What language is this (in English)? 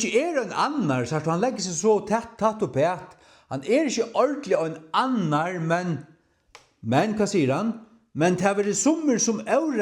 Faroese